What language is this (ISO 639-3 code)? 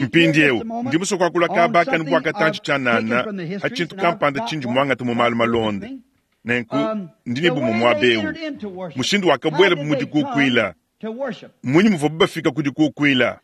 lua